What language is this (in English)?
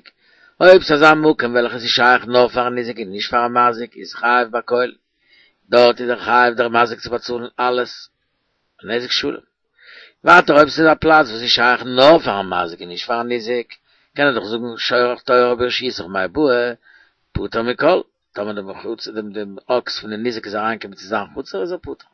Yiddish